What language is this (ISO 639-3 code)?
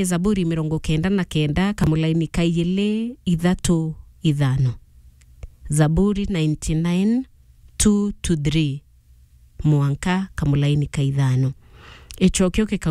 mer